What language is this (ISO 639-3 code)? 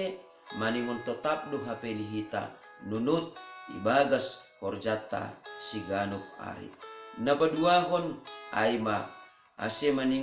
bts